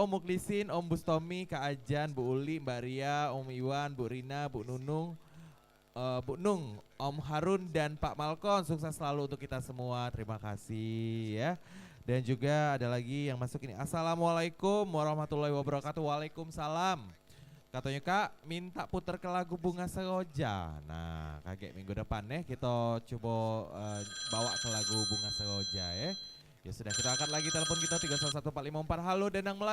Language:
Musi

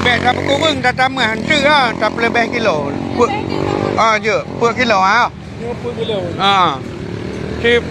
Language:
Achinese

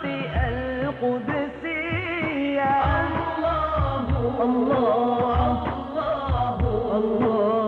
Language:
Bosnian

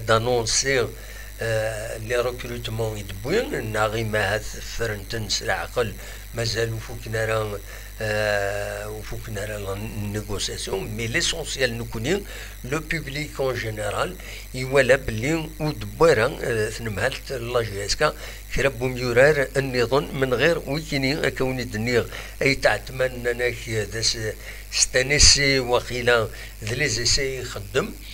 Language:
Kabyle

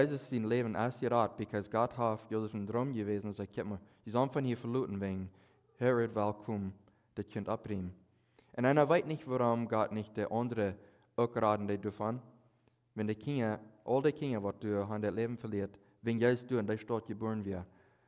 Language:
Plautdietsch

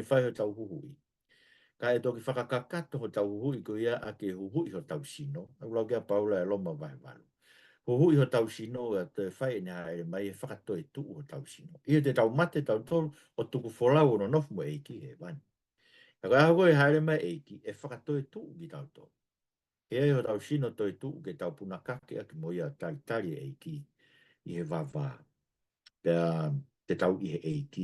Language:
Tongan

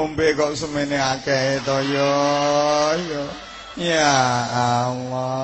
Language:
Javanese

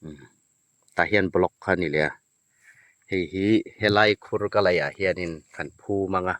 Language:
Hmar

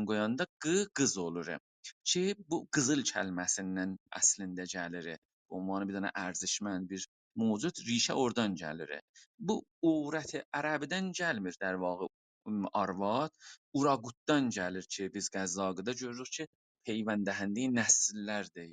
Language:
South Azerbaijani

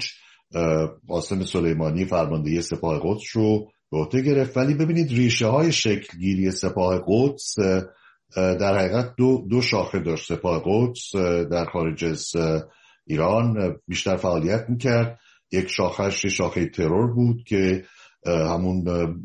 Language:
Persian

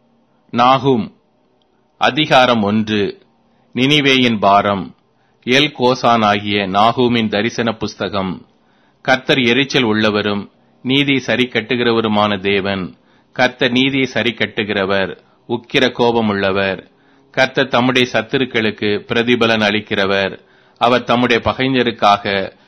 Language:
Tamil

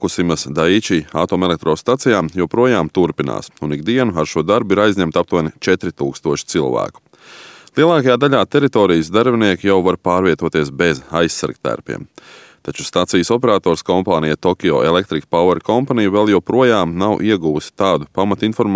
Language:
Latvian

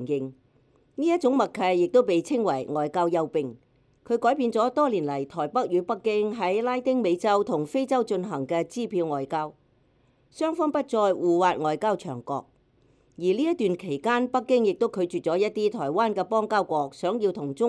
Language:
Cantonese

